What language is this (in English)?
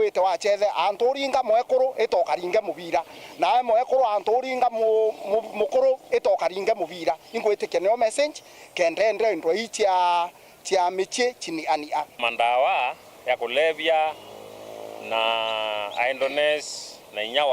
Meru